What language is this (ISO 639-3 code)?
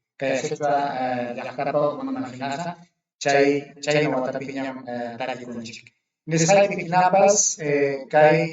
quy